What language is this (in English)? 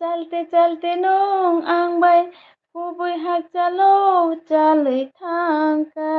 Kok Borok